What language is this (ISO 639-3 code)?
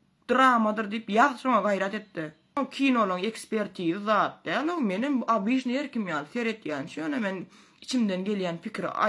tuk